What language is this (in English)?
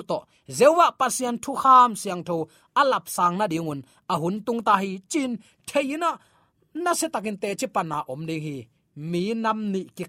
Tedim Chin